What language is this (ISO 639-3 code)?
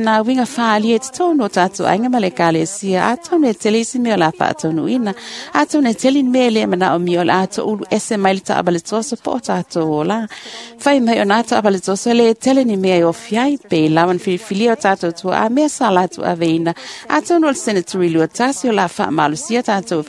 smo